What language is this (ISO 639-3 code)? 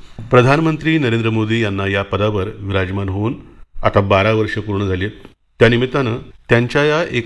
mar